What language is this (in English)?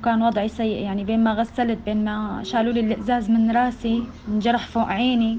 North Levantine Arabic